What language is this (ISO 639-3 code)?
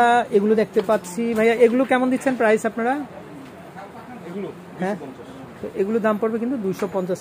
ben